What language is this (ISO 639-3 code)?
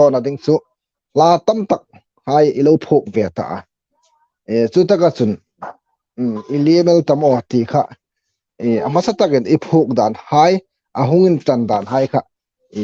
hmr